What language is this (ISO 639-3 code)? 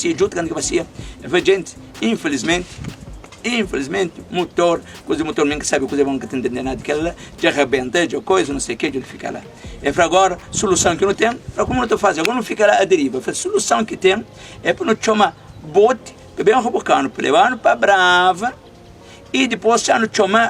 kea